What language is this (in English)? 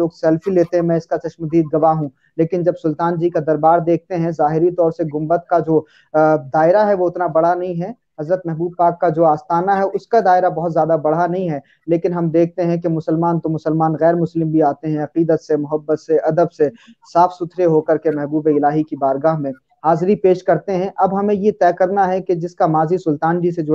Urdu